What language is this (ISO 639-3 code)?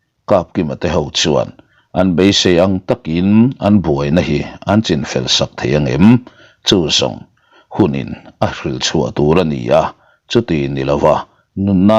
lus